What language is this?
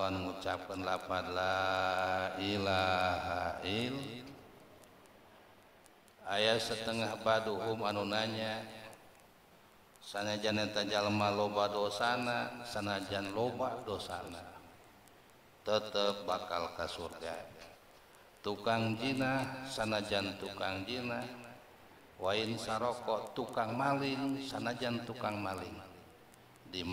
Sundanese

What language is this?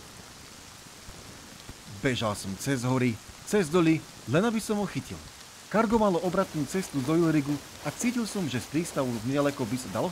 Slovak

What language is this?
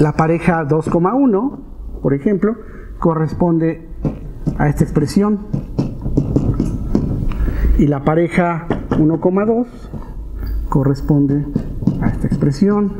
Spanish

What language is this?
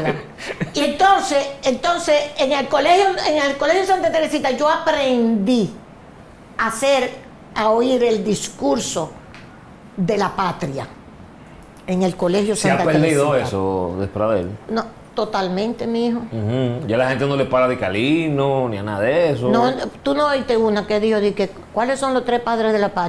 Spanish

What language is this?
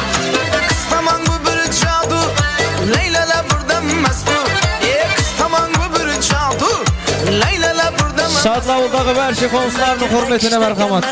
Kara-Kalpak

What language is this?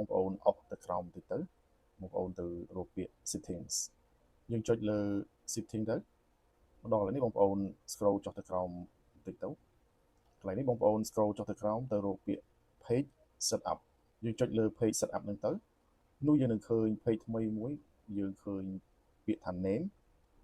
Khmer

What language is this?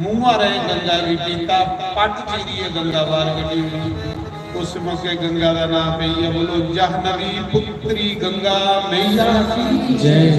Dogri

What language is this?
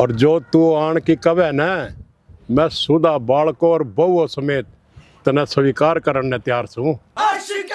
Haryanvi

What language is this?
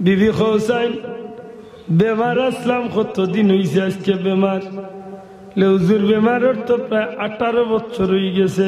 Sylheti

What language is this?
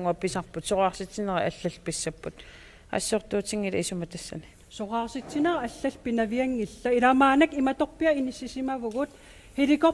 Kalaallisut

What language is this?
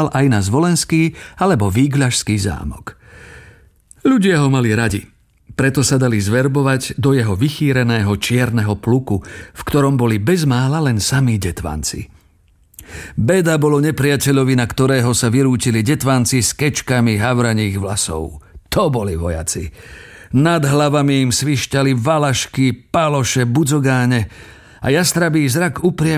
Slovak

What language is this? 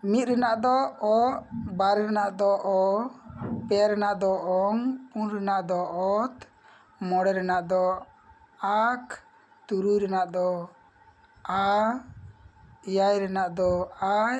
Santali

